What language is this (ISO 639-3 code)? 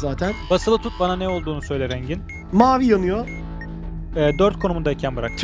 tur